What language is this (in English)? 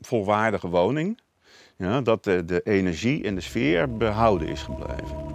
Western Frisian